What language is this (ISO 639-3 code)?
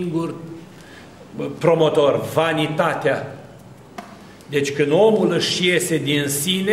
ron